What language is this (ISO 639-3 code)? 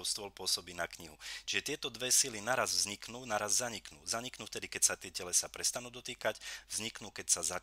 slk